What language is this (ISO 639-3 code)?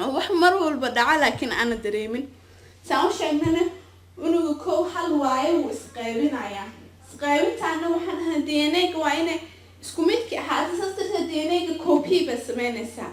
som